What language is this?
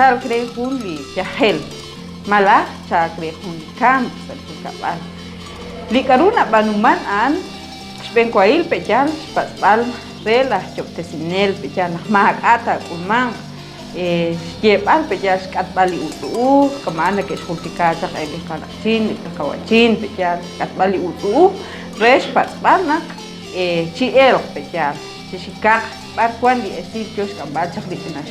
Kekchí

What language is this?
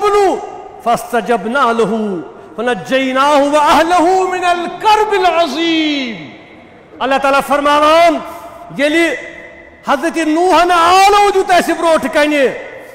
Kashmiri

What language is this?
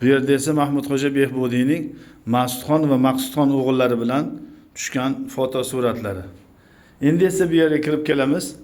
Uzbek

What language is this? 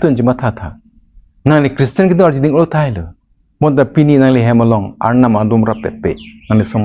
Karbi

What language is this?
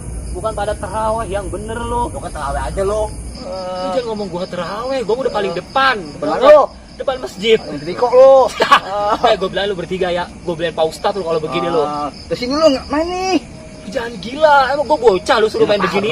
Betawi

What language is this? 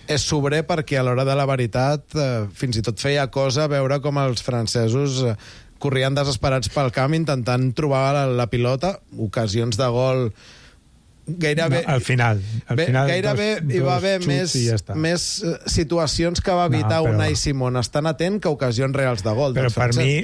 Catalan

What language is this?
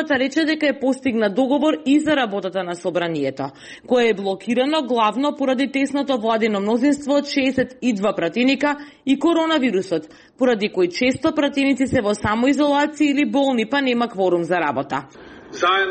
Macedonian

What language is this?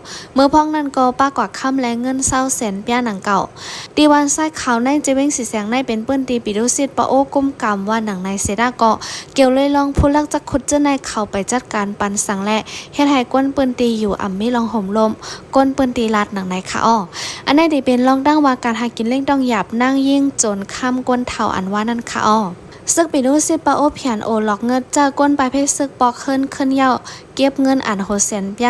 Shan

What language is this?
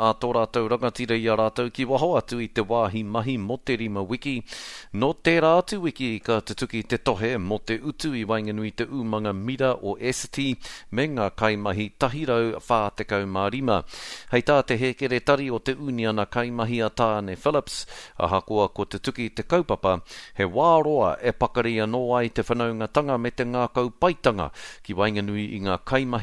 Māori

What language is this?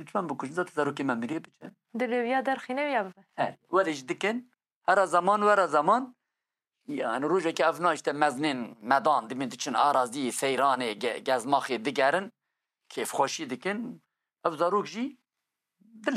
Kurdish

